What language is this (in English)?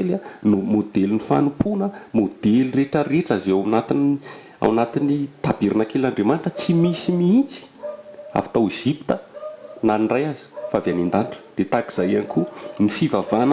Malagasy